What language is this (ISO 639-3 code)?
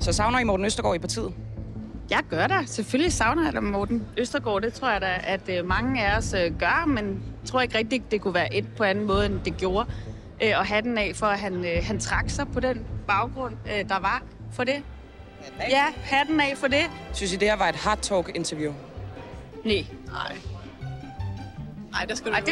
dan